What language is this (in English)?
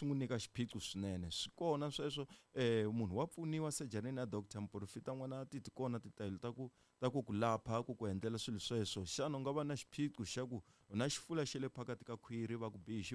Tsonga